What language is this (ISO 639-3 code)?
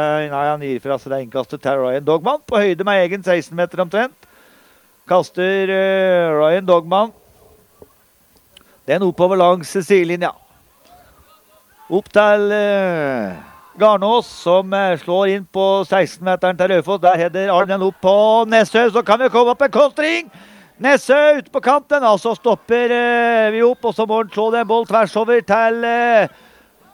nor